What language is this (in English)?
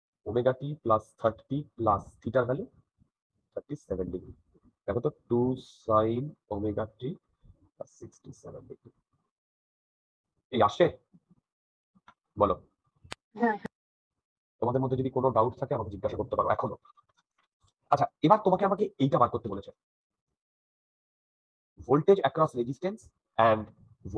Bangla